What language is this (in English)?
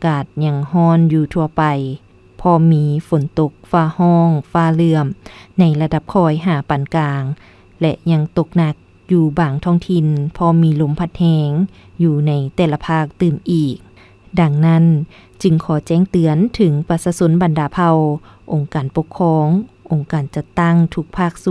Lao